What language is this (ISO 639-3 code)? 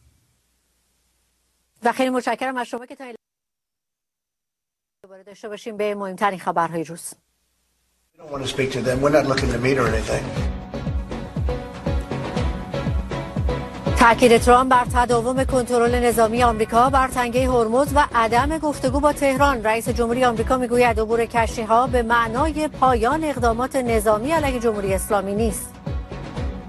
fas